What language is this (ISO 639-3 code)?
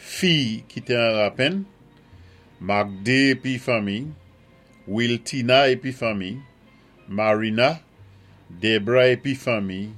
acf